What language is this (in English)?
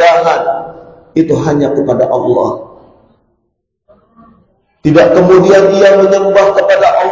Indonesian